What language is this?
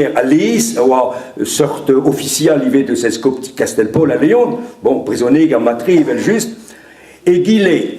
Breton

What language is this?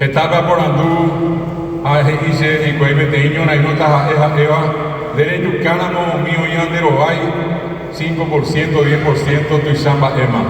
Guarani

